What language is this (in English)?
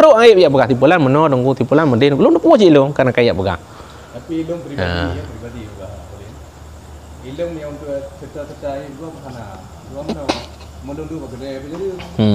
Achinese